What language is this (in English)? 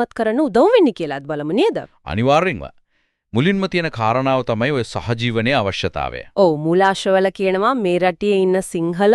Sinhala